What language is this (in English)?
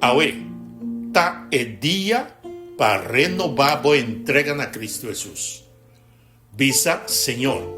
Papiamento